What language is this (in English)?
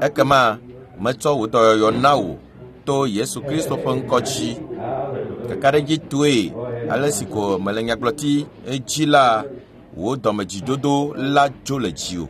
Ewe